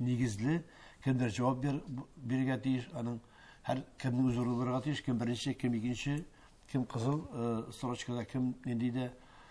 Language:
Tatar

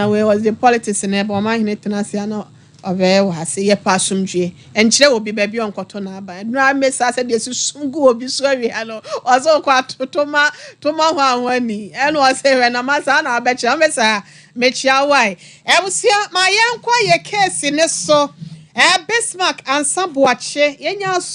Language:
Akan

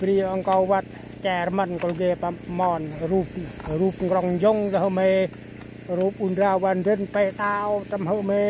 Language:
Central Mnong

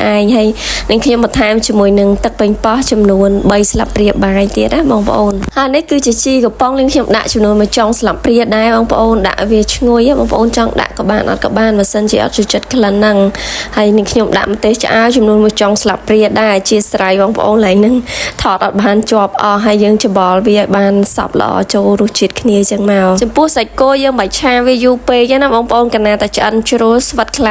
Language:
Khmer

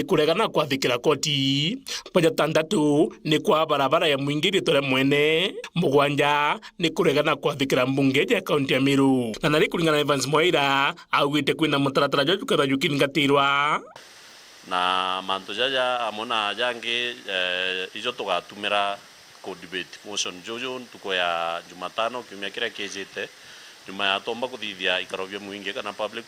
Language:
Meru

